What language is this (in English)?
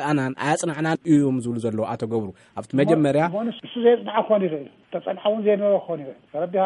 Tigrinya